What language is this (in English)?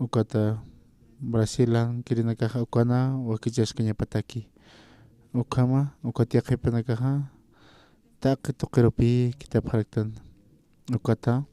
Aymara